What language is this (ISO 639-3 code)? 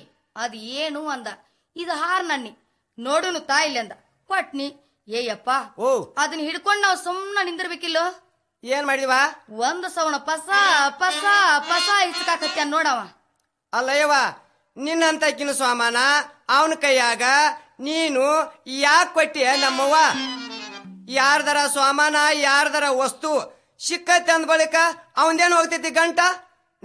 kan